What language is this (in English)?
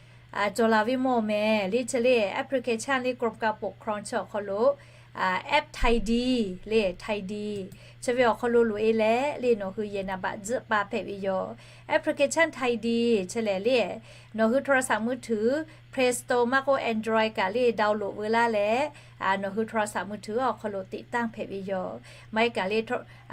Lahu